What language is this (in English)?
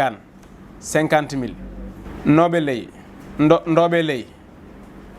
Wolof